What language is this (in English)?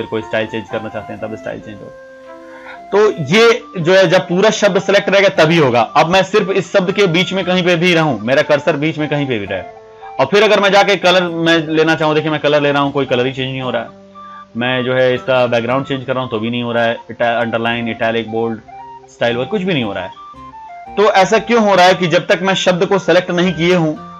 Hindi